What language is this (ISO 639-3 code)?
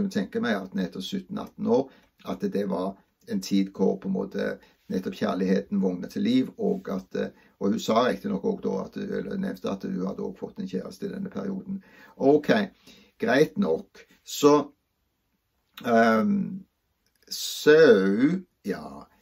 nor